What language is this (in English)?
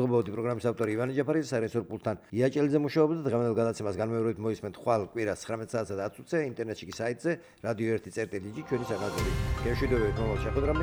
Georgian